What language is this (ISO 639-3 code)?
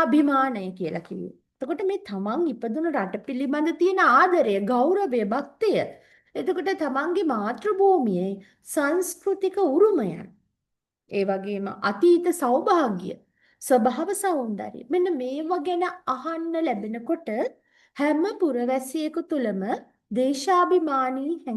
sin